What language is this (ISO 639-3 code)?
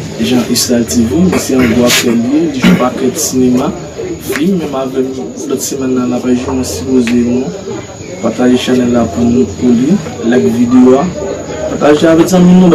hat